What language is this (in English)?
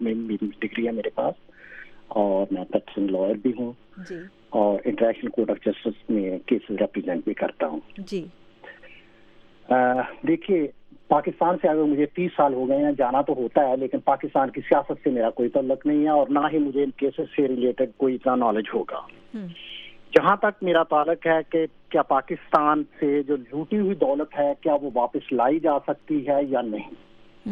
Urdu